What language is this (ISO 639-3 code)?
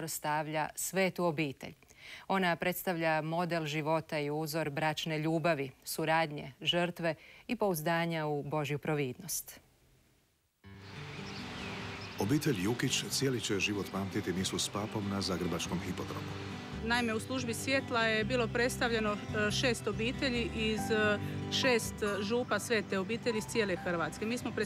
hrv